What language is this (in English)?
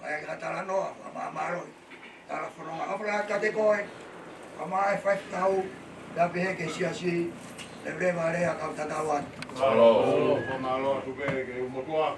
Tongan